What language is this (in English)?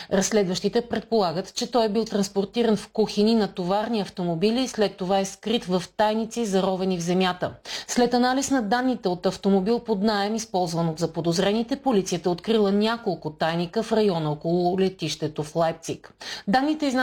Bulgarian